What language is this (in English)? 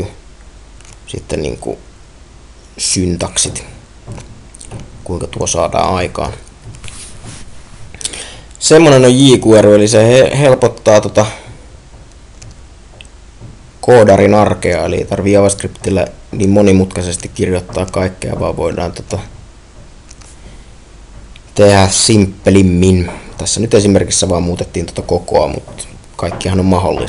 Finnish